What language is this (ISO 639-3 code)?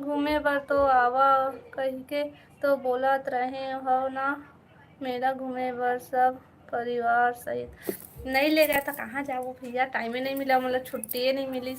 hne